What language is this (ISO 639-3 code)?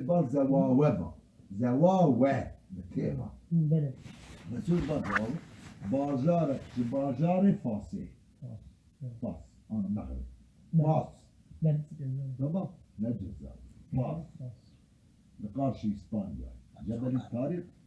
kur